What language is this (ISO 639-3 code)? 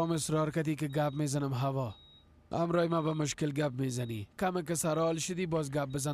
fas